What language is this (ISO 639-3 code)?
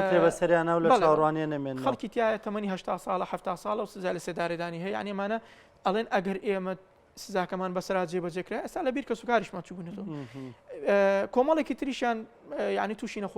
ckb